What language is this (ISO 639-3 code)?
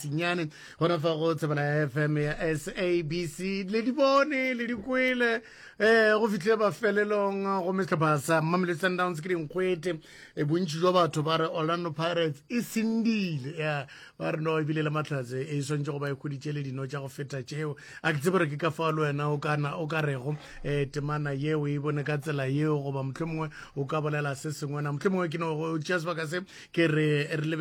nso